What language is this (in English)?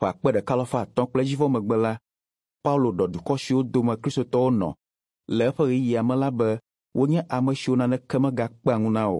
Ewe